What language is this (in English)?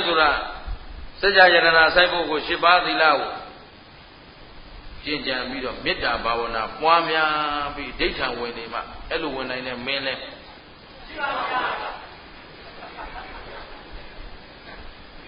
Burmese